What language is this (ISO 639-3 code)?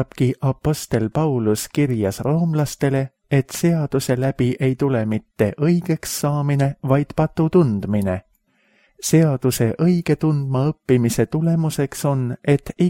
est